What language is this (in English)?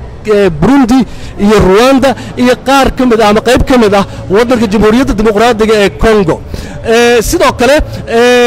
Somali